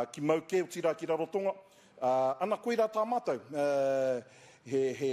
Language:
Māori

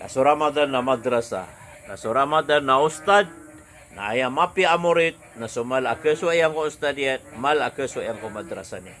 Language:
Maranao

